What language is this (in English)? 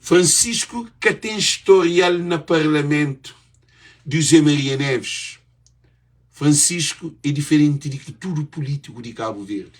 Kabuverdianu